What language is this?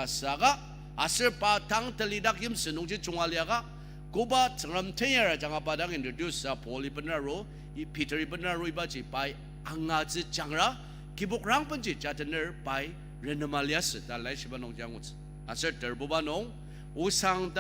Ao Naga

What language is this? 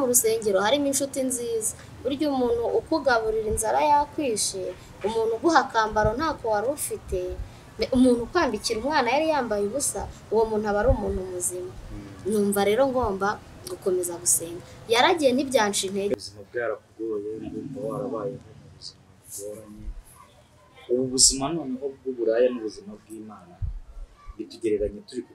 Kinyarwanda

